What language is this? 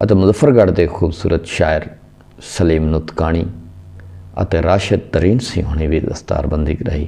Saraiki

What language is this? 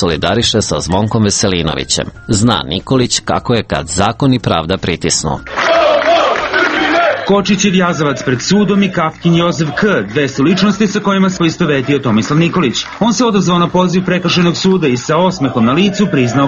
Serbian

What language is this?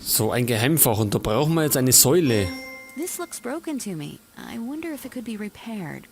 Bavarian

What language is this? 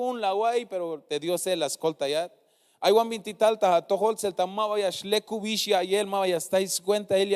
Tzeltal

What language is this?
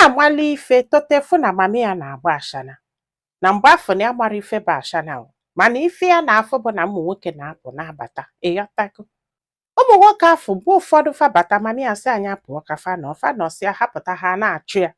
Igbo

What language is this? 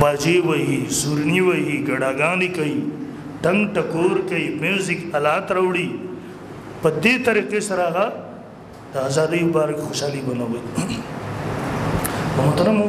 Pashto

